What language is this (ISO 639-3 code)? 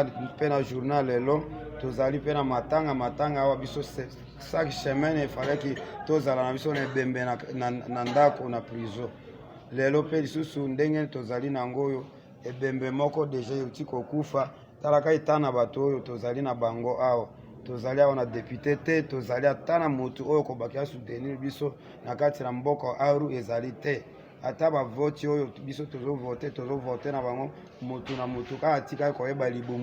lin